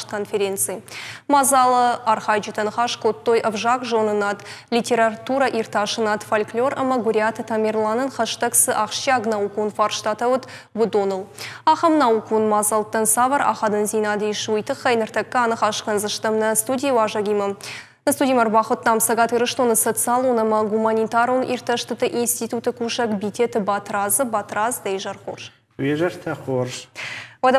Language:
Ossetic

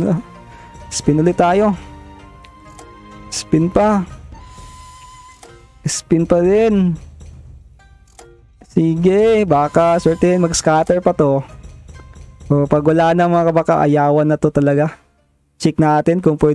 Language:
Filipino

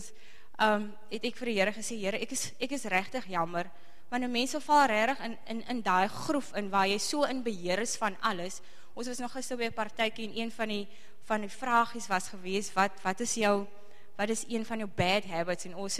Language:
Afrikaans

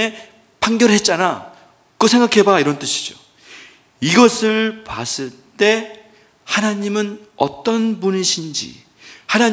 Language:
Korean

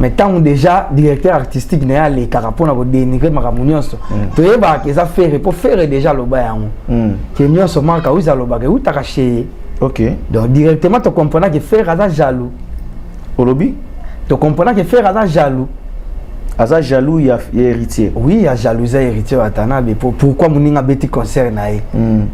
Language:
Lingala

